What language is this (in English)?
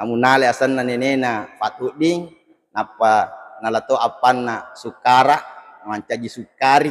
Buginese